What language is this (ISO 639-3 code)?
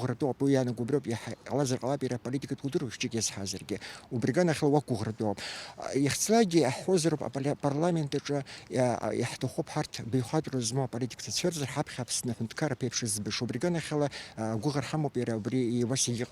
abk